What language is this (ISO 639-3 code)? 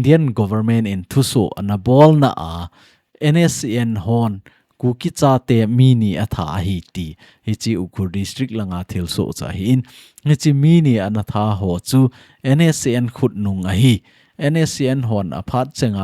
tcz